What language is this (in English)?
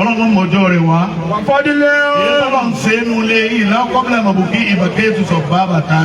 Yoruba